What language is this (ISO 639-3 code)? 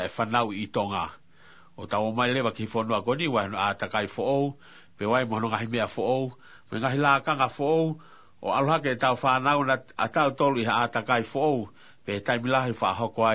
ton